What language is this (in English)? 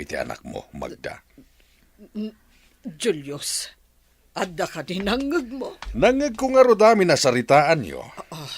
Iloko